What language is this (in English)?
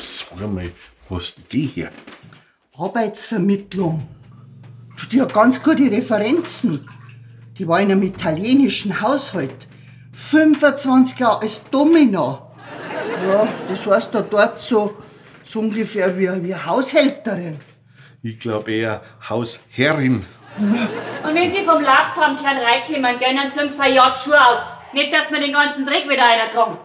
Bavarian